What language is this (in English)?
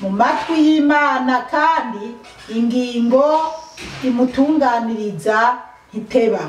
Rundi